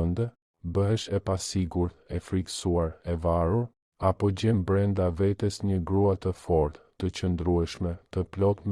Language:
Albanian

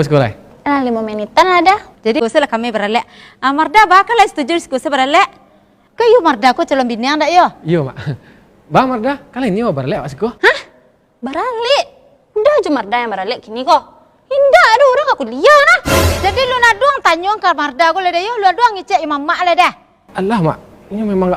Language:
Minangkabau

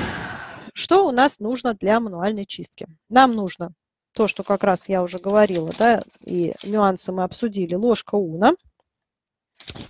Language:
Russian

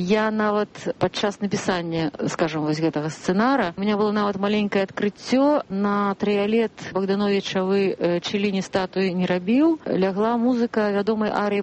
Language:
Belarusian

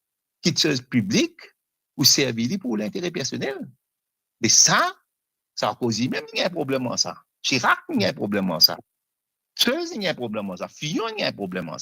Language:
Morisyen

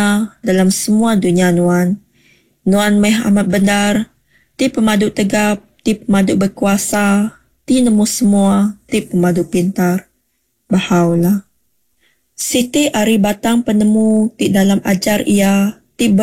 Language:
Iban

